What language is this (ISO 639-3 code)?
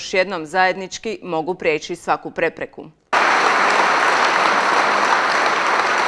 hrv